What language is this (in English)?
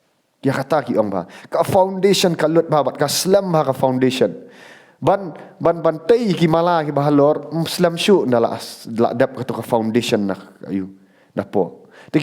Khasi